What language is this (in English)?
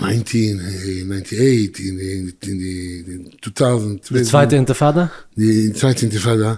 Yiddish